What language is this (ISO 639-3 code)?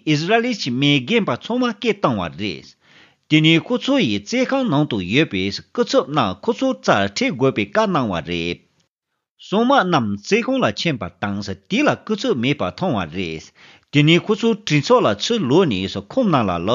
bod